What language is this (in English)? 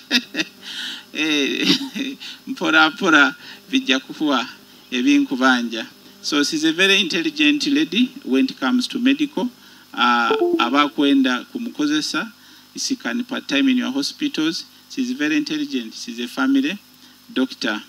Nyoro